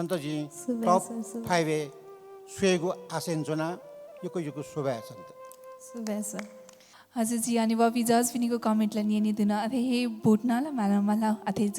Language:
Newari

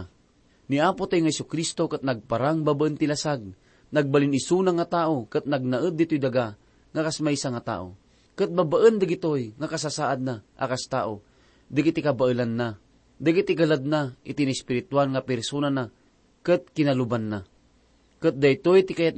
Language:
Iloko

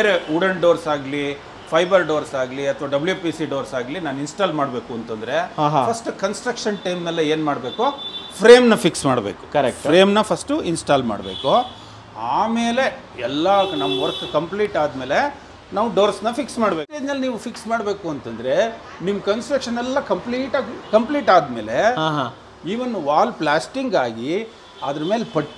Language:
Kannada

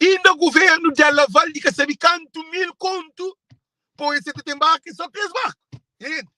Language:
Kabuverdianu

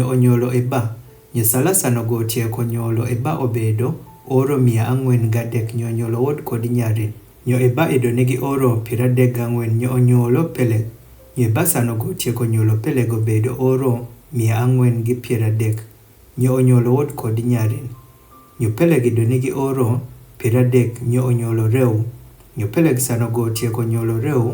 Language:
Adhola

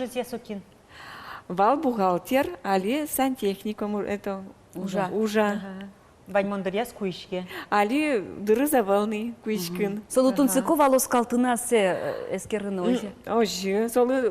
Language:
Udmurt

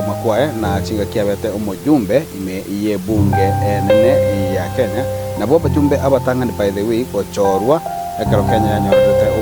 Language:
Gusii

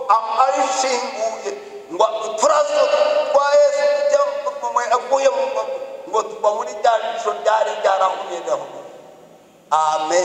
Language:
Kinyarwanda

